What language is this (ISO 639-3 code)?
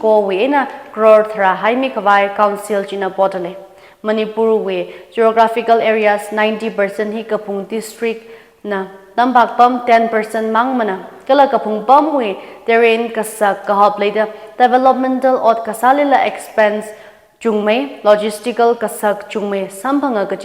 nmf